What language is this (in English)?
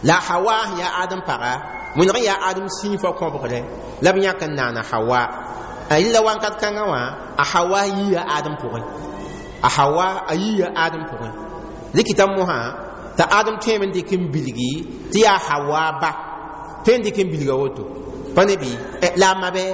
Mossi